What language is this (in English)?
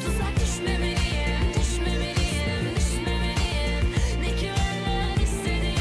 Kara-Kalpak